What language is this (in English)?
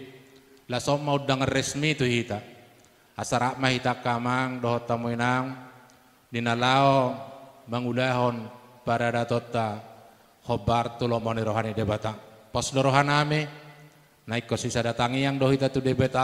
Batak Toba